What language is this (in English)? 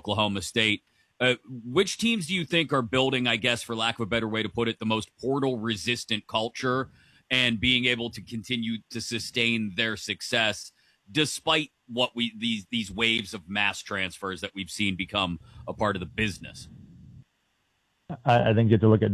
English